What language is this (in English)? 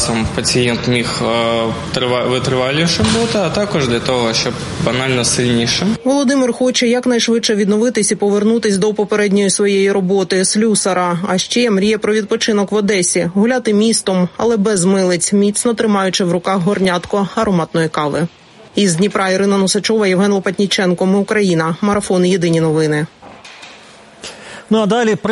Ukrainian